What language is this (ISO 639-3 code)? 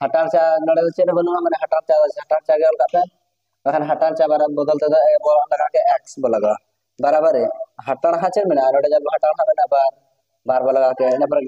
sat